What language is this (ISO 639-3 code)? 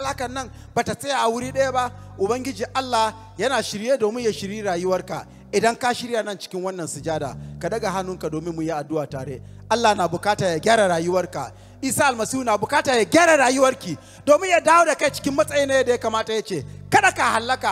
hau